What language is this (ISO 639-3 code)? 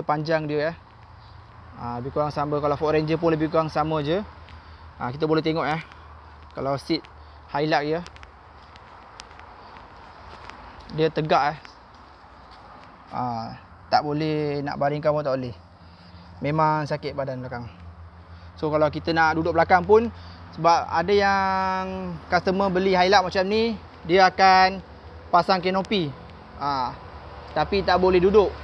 msa